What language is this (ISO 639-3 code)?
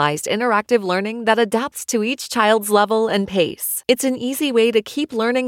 eng